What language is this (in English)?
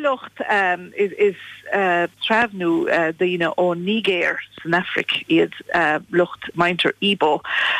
Irish